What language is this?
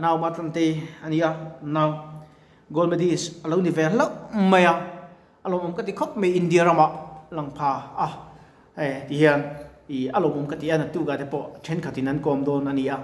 Mizo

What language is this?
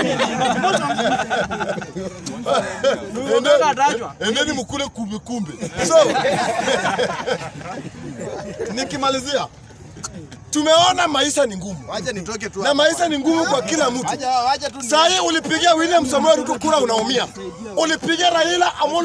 Swahili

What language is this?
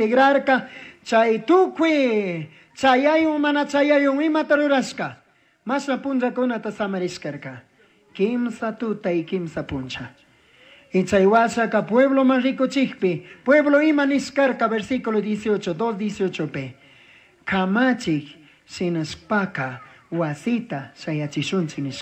Chimborazo Highland Quichua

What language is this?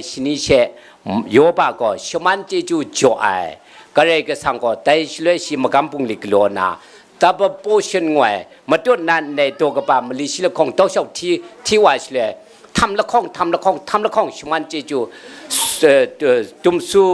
Kachin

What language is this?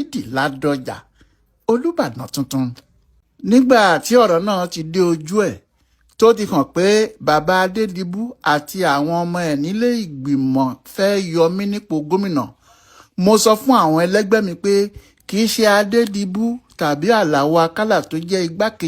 Yoruba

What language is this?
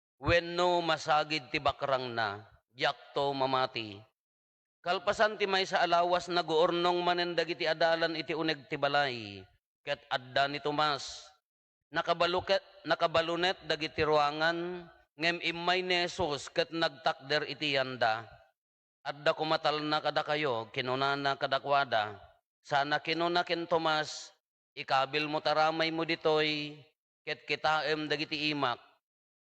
Iloko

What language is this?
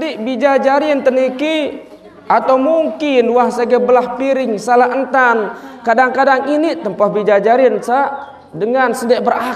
Sasak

